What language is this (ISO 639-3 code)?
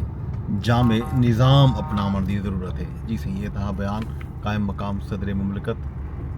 skr